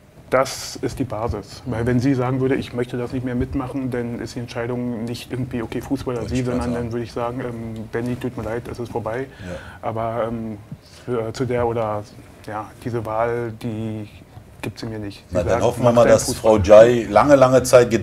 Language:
German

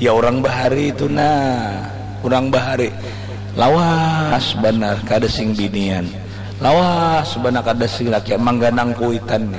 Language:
Banjar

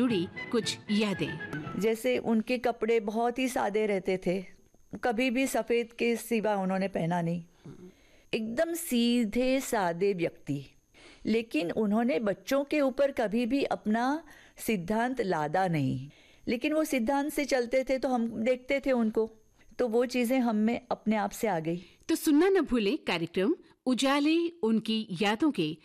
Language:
Hindi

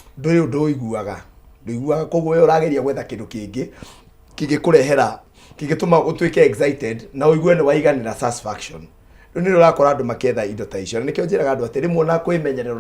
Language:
Kikuyu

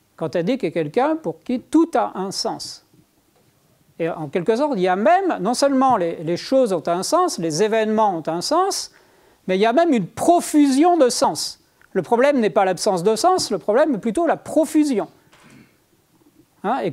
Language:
French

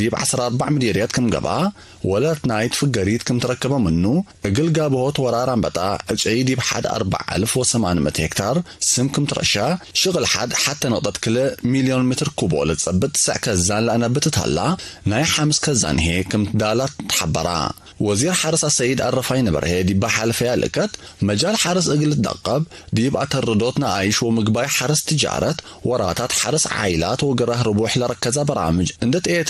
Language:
Tigre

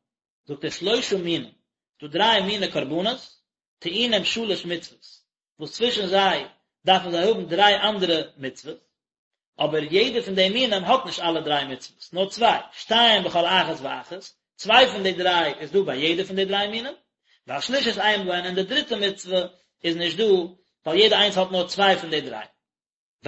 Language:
Yiddish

